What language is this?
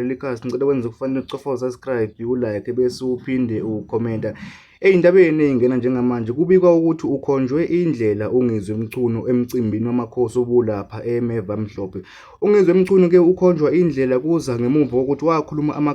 Zulu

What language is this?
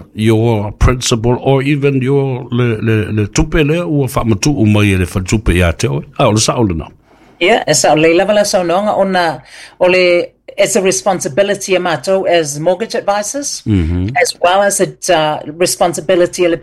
Samoan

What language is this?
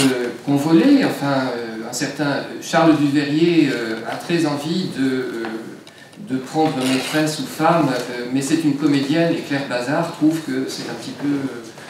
French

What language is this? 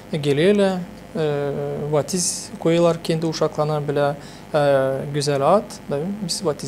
Gagauz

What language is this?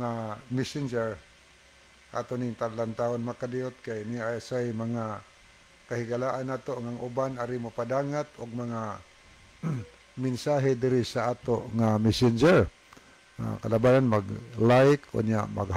Cebuano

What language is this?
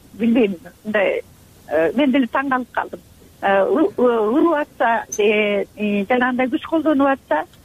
Kyrgyz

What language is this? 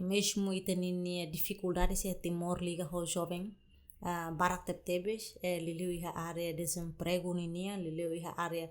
Tetum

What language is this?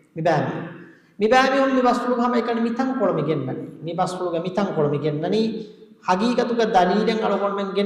Divehi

